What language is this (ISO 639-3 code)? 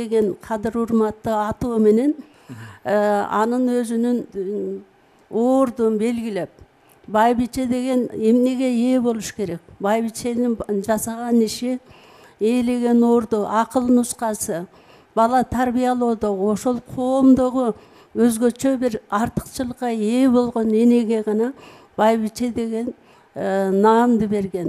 kir